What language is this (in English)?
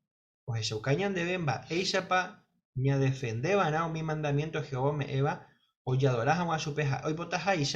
Guarani